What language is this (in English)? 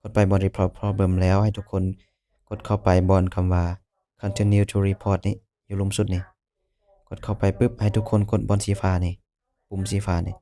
Lao